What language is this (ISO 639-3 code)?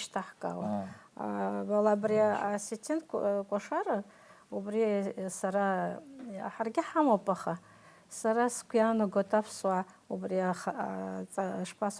abk